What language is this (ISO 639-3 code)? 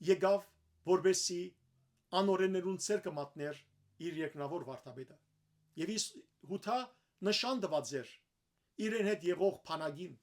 hyw